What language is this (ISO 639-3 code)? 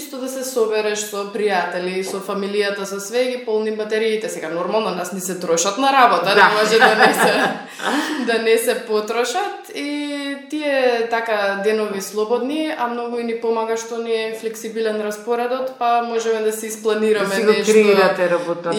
mkd